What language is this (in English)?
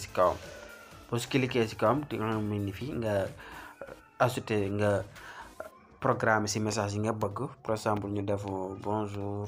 Wolof